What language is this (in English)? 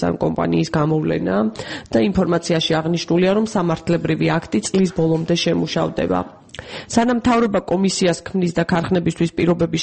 Georgian